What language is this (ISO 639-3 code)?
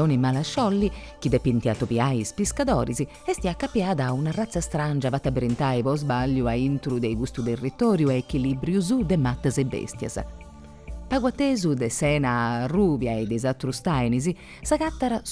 srd